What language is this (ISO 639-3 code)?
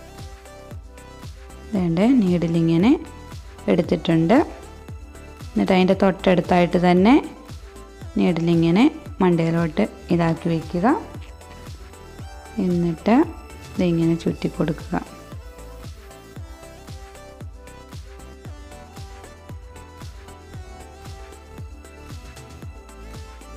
mal